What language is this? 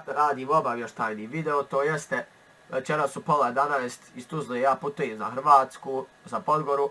Bosnian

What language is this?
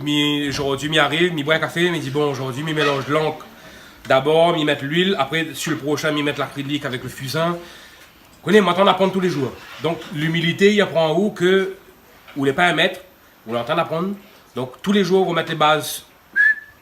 Réunion Creole French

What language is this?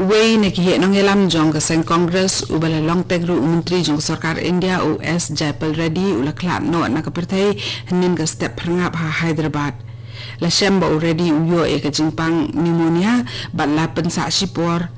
Khasi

